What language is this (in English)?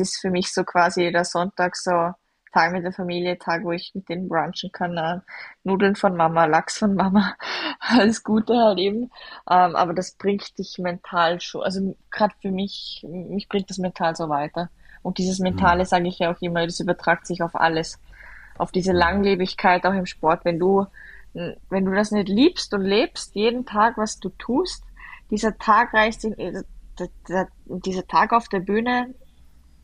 German